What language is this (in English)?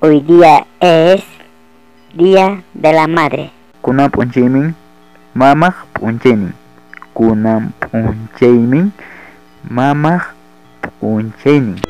Ayacucho Quechua